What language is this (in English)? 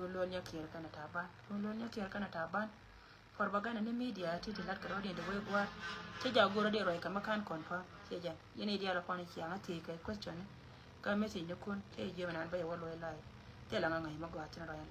Nuer